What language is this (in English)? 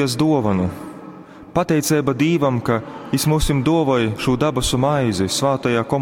Latgalian